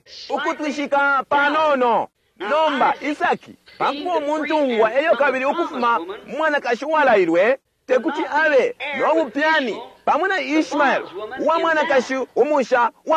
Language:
Bemba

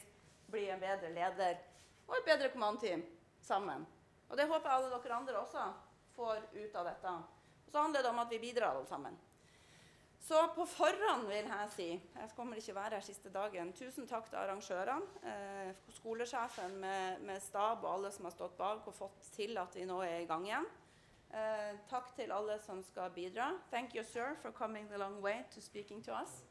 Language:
Norwegian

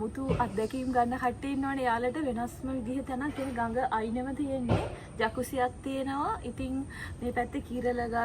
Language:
Sinhala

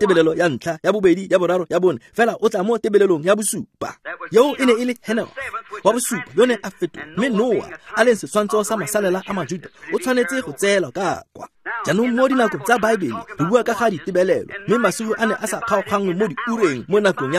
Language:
Tswana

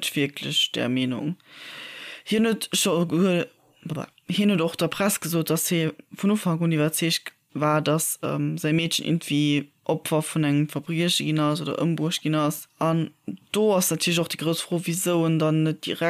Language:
Luxembourgish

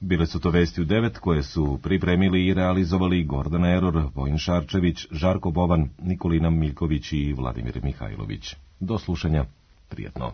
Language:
Serbian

